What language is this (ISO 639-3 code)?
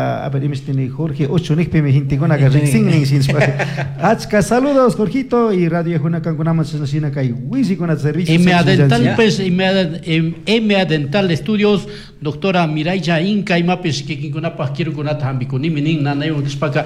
qug